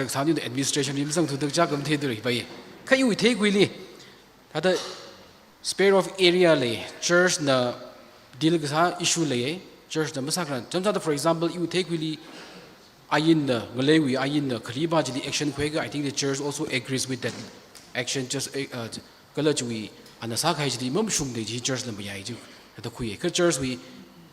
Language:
Tangkhul Naga (India)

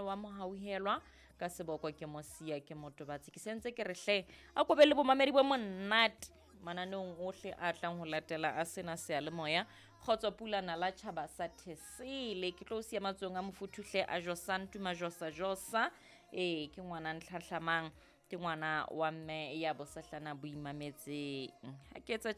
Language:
Southern Sotho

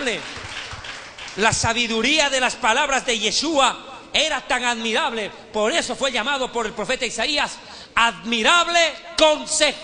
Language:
Spanish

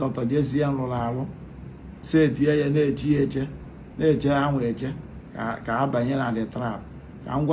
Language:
Igbo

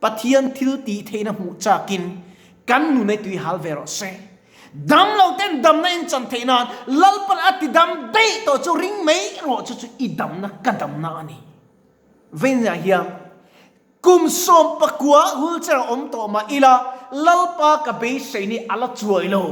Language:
Mizo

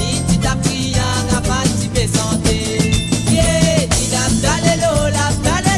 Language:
Morisyen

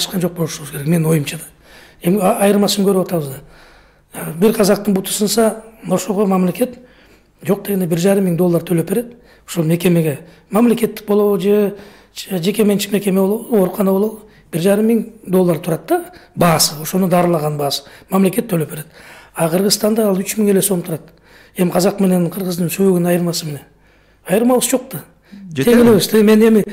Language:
Kyrgyz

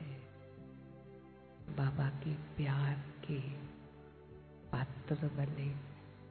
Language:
Hindi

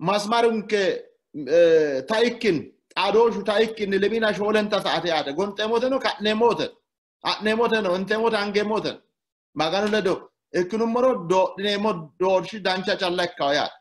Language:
Sidamo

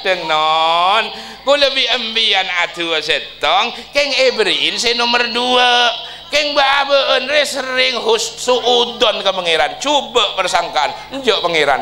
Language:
Madurese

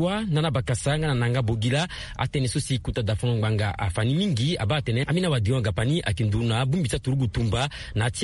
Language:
Sango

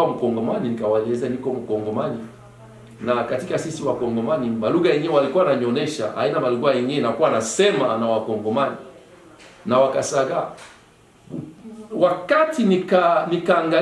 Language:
Swahili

